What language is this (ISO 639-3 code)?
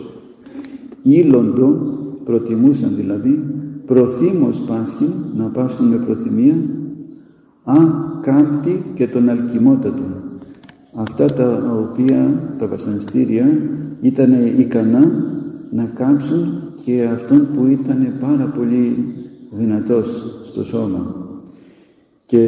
ell